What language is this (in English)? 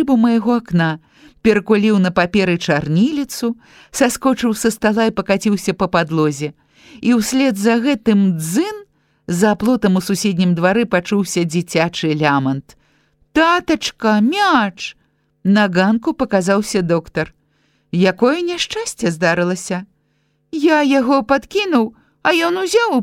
Belarusian